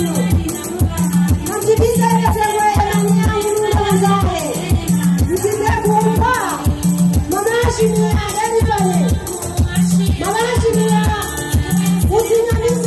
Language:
Swahili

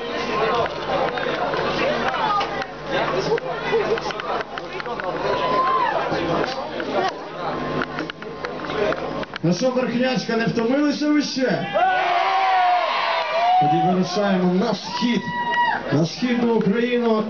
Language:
Ukrainian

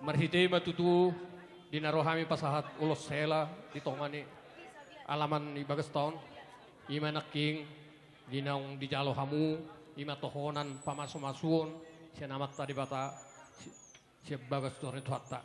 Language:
Batak Toba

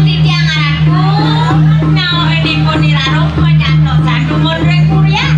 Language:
Balinese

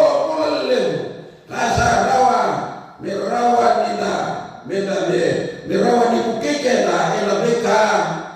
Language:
Fijian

